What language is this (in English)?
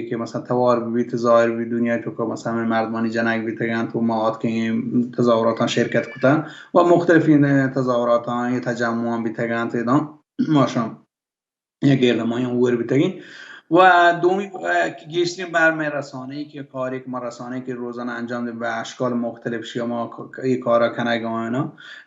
Baluchi